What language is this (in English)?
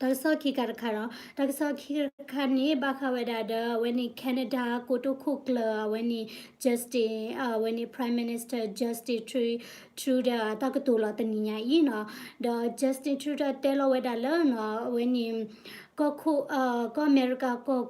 S'gaw Karen